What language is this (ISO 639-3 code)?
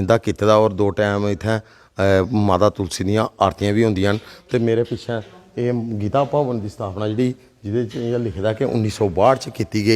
doi